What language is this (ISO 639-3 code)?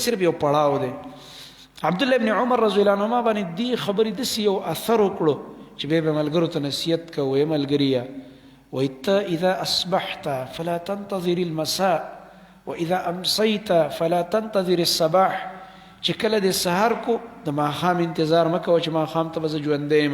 pus